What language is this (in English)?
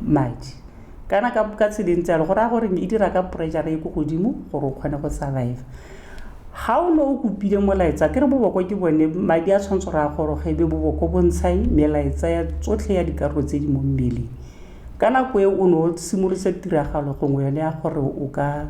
Tswana